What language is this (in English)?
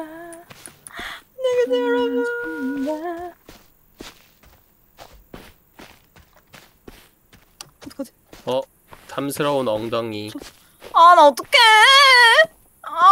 Korean